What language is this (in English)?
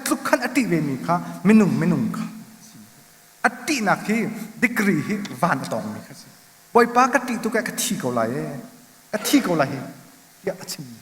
Hakha Chin